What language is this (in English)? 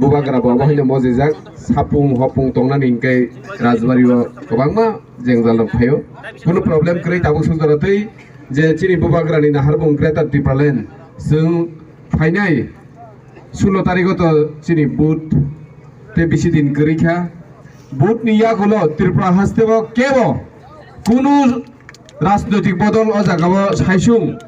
Kok Borok